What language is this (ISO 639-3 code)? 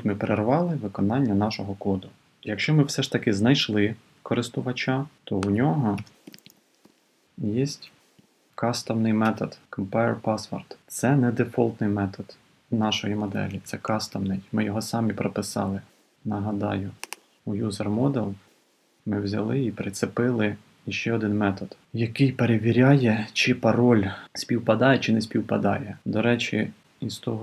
ukr